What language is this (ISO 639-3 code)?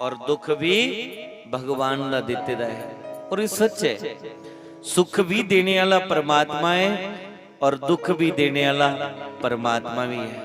doi